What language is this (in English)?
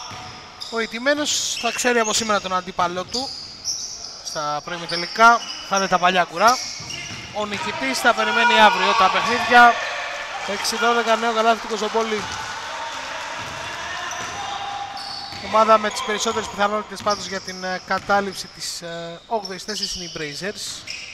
Greek